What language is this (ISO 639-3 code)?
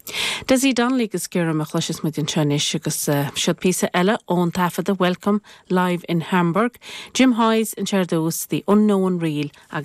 gle